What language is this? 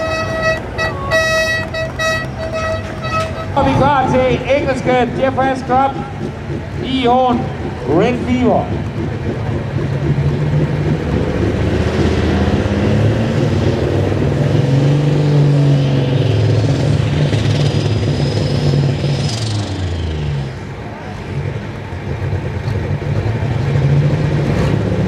Danish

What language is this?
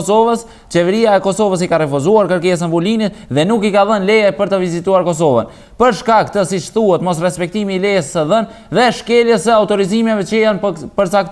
Albanian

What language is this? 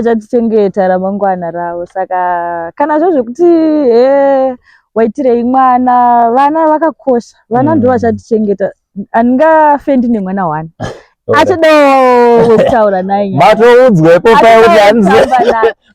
Shona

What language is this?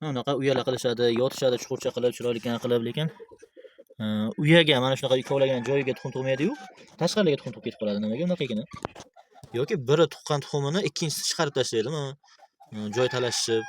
Uzbek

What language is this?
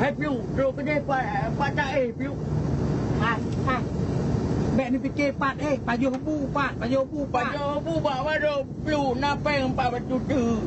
Achinese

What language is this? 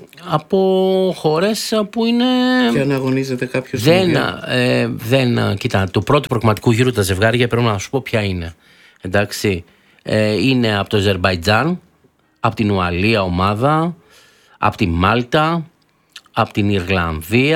Greek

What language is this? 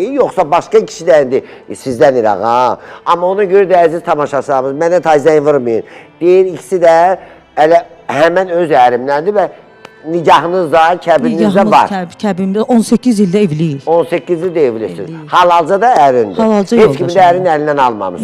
Azerbaijani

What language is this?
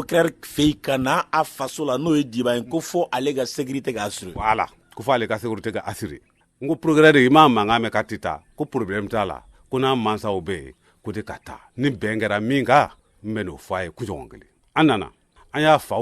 Bambara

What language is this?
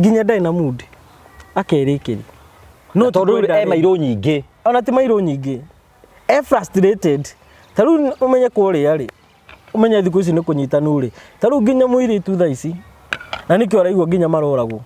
Kikuyu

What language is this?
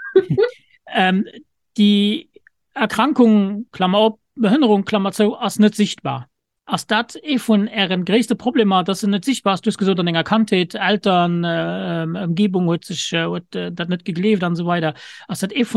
Luxembourgish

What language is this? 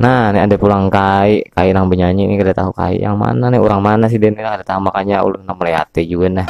Banjar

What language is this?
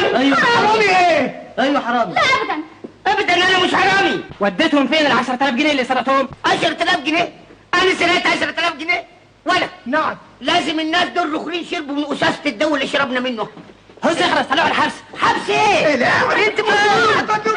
Egyptian Arabic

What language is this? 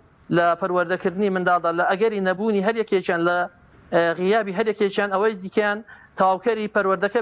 Central Kurdish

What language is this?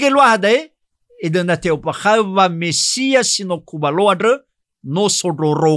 Nias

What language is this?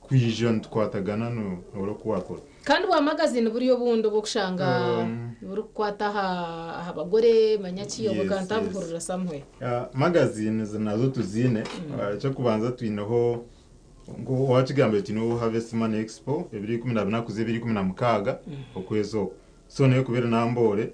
Nyankole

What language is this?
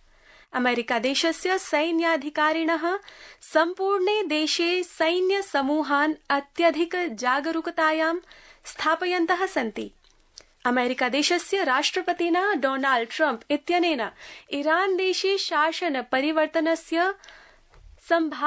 Sanskrit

